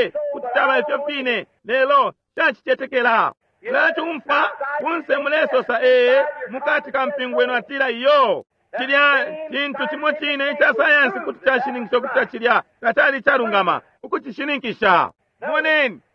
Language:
Bemba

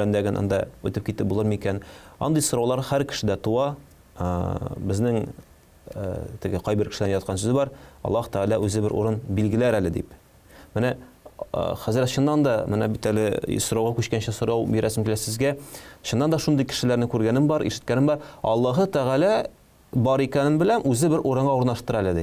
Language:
Tatar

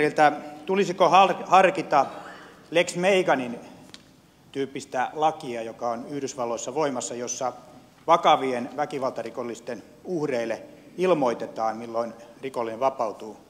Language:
Finnish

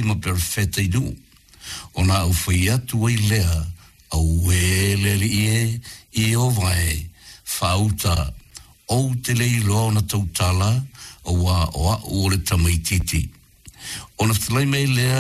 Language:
Samoan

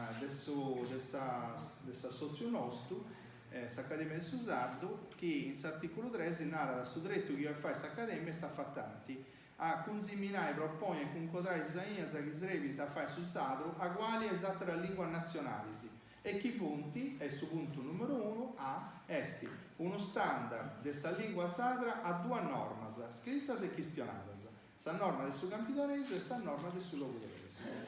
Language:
Sardinian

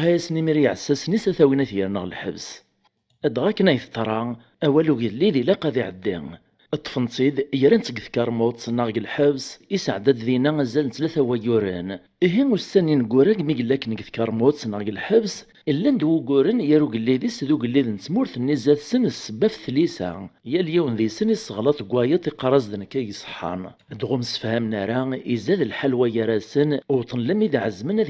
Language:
Kabyle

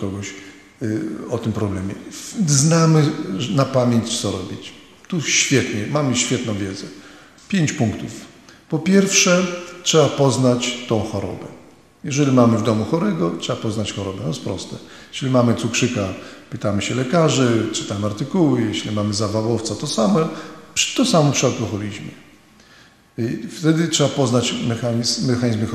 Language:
Polish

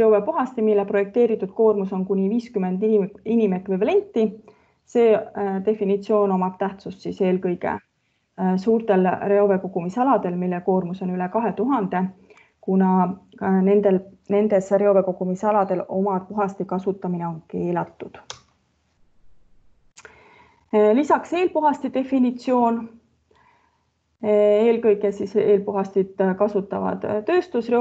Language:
Estonian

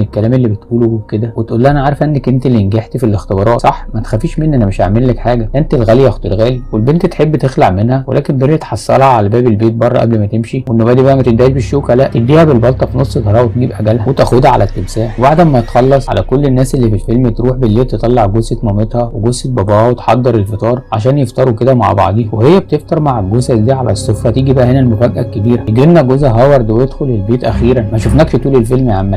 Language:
Egyptian Arabic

